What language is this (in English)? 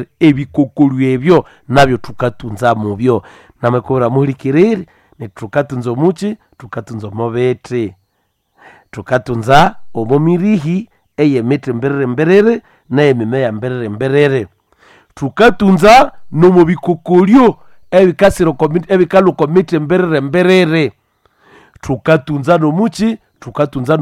Nande